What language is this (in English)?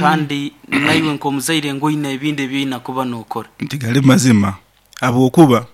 Nyankole